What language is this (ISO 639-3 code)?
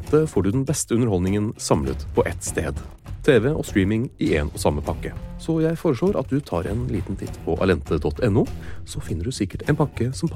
nor